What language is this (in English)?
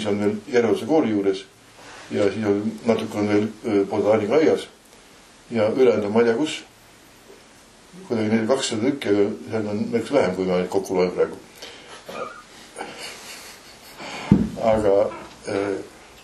Estonian